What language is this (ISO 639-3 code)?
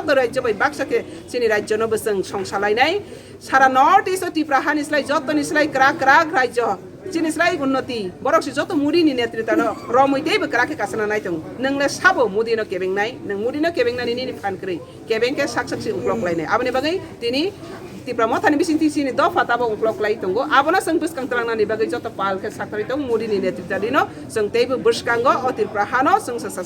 trp